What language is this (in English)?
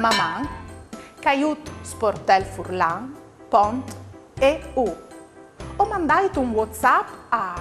Friulian